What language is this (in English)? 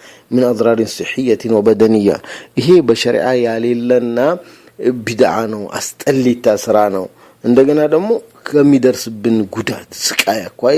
Amharic